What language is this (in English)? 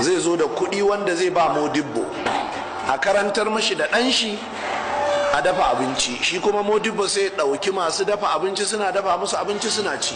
Hausa